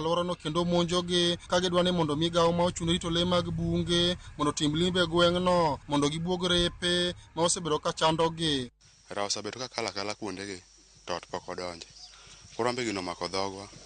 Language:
Luo (Kenya and Tanzania)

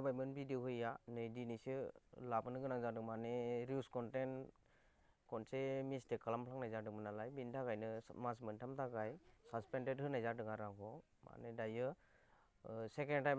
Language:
Bodo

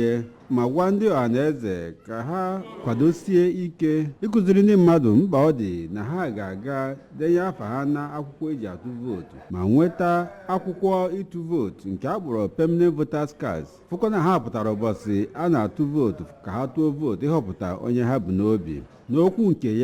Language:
Igbo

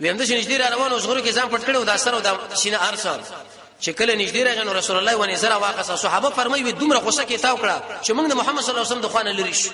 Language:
Pashto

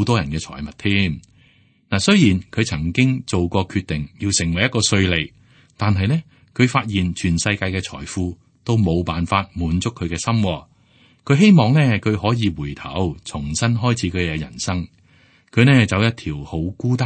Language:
Cantonese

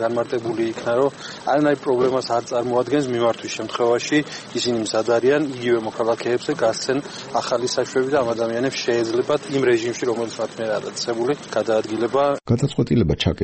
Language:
Georgian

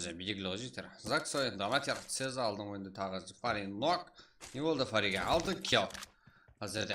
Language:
Kara-Kalpak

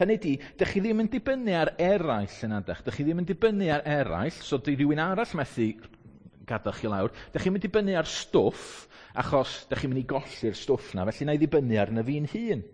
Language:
Welsh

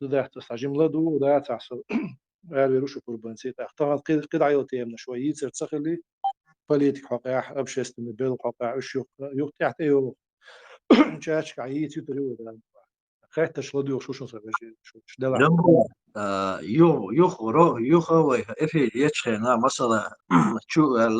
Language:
Chechen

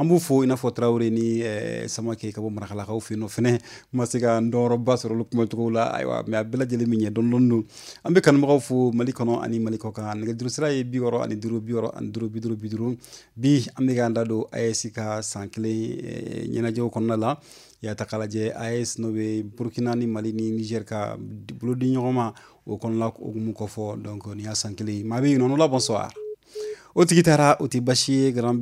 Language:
Bambara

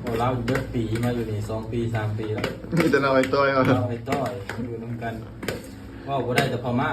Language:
Lao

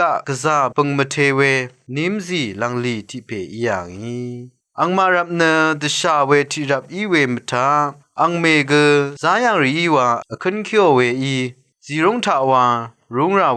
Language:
Rawang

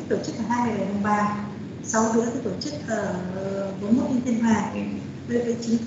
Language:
Vietnamese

